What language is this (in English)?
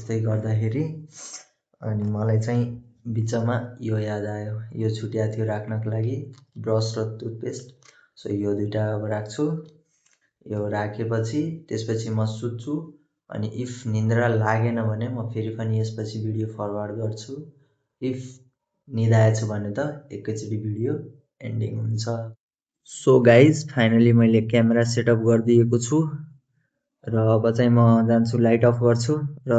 Nepali